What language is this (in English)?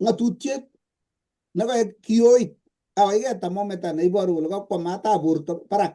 Kalenjin